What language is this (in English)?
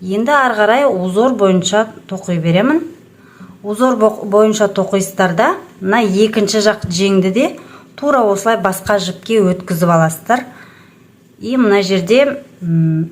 Kazakh